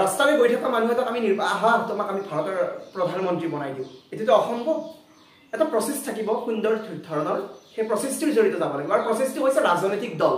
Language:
Assamese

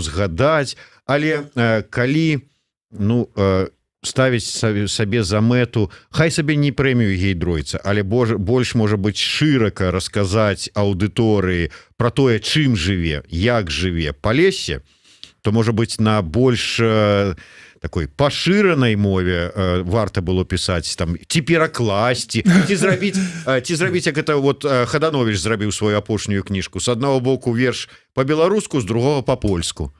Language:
Belarusian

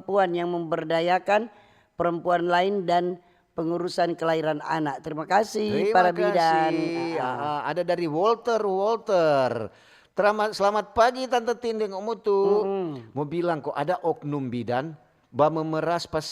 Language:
Manado Malay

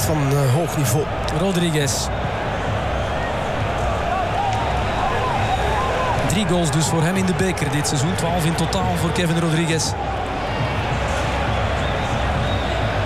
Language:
Dutch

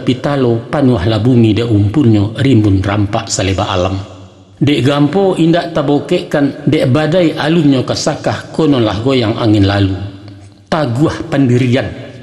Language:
Minangkabau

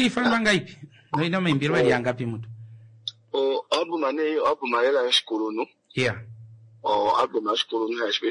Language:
Kuanyama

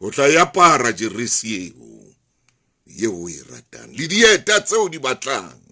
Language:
Southern Sotho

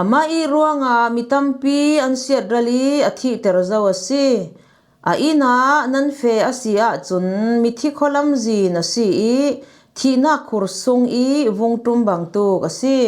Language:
Falam Chin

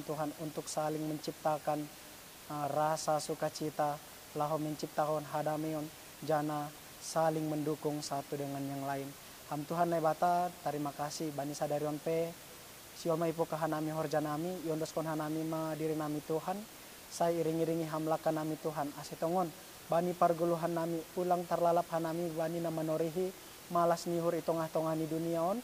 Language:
Batak Simalungun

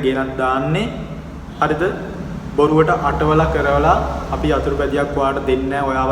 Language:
Sinhala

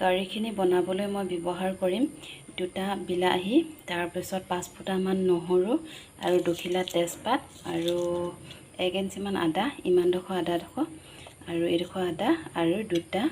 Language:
Assamese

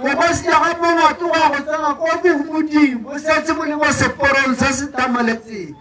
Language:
Tswana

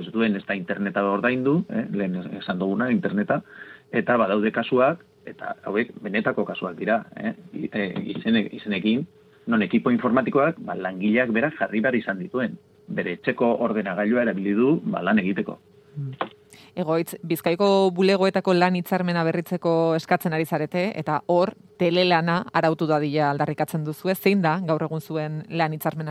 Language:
Basque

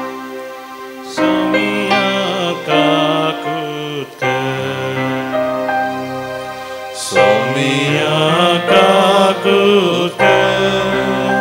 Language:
Konkani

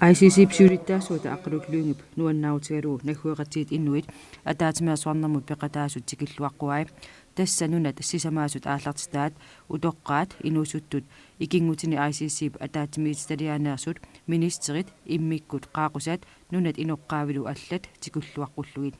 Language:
Kalaallisut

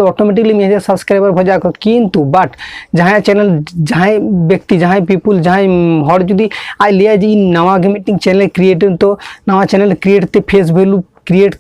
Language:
Santali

